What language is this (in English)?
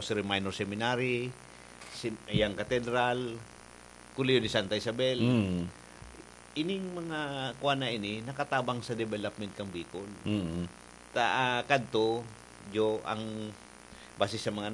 Bikol